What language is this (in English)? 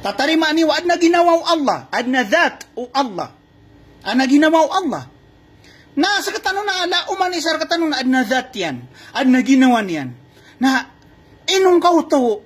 Maranao